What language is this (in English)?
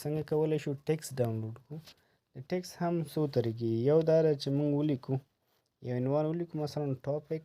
Pashto